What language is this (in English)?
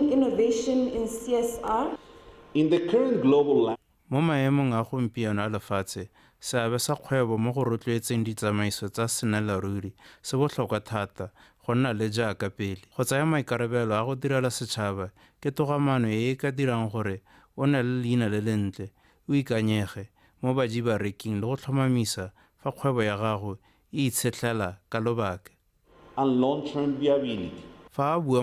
Tswana